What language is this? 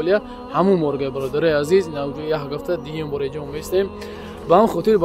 Tajik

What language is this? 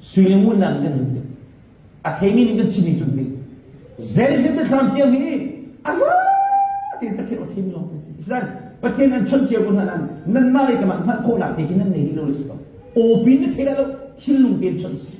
Hakha Chin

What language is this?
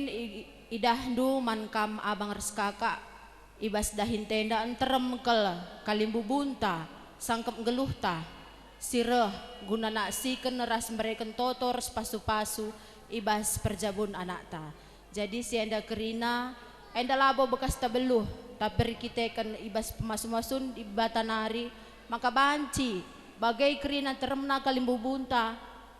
Batak Karo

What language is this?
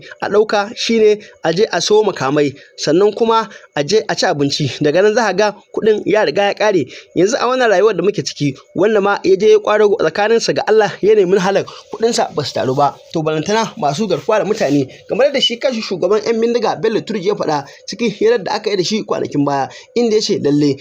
Hausa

